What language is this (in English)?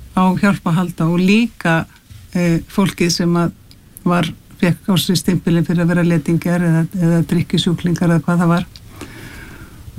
Icelandic